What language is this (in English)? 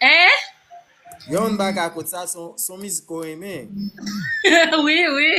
Haitian Creole